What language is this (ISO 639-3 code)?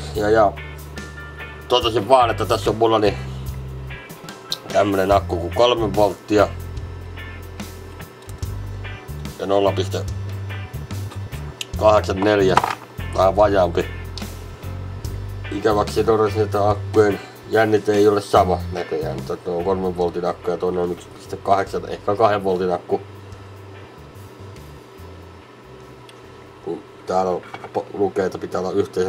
fin